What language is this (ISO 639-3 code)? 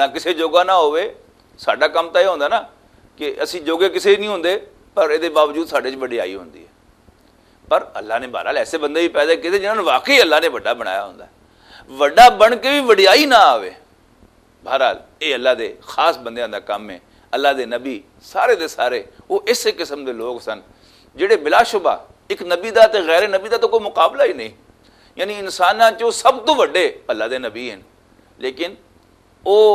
lah